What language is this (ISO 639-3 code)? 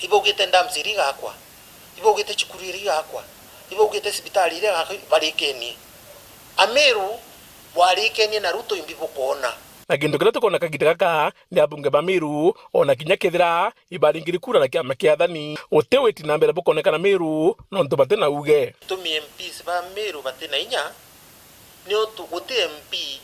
mer